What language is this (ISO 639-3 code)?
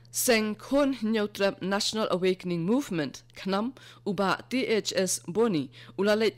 kha